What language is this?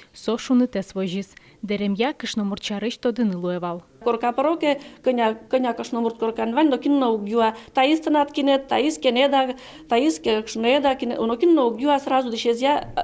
Udmurt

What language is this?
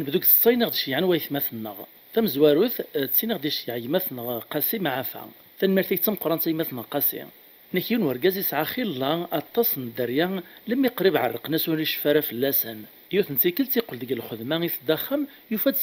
Kabyle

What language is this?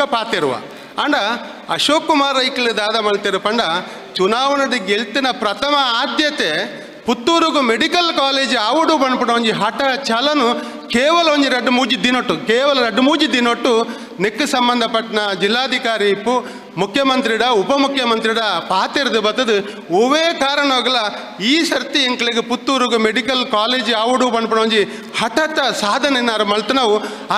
Tulu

